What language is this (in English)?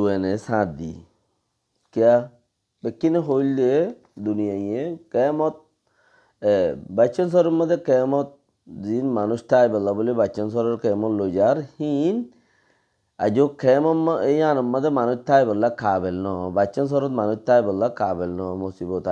Rohingya